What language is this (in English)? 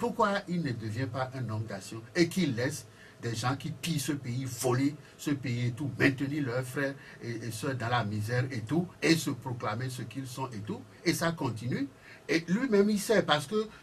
French